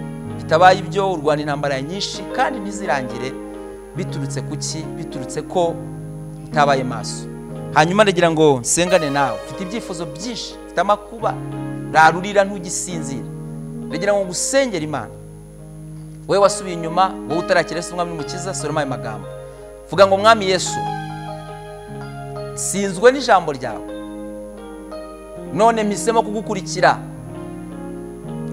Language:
Kinyarwanda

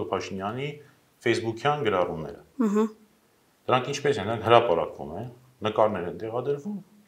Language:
Armenian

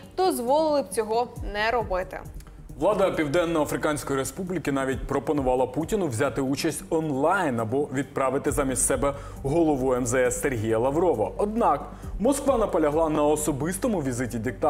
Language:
Ukrainian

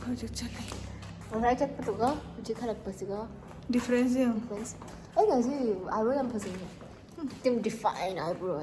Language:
Manipuri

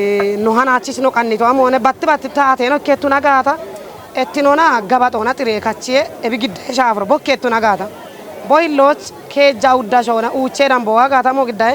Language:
Kafa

